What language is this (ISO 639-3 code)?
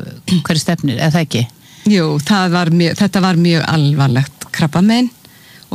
isl